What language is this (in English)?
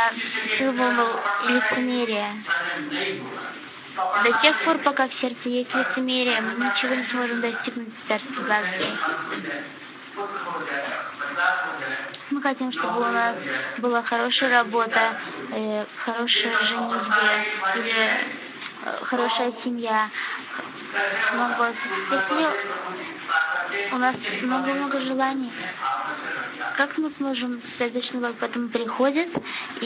Russian